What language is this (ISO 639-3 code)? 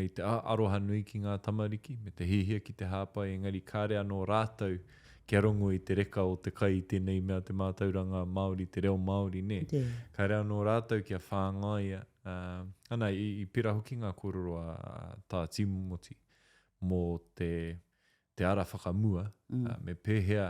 mri